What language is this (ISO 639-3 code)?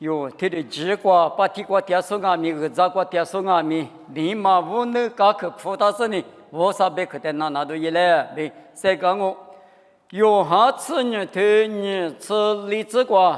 lis